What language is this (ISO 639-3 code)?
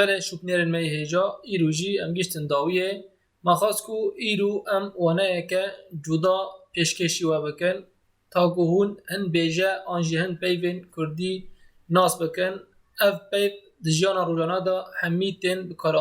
kur